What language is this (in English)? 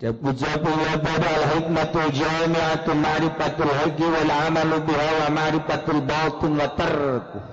Sundanese